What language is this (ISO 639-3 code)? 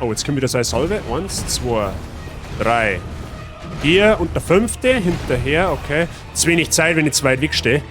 bar